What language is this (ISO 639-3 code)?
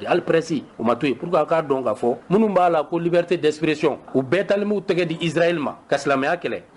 bam